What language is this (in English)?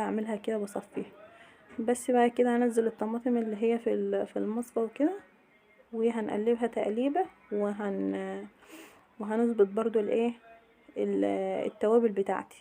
Egyptian Arabic